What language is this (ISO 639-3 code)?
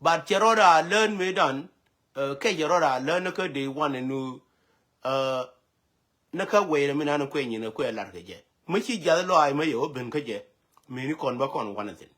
nus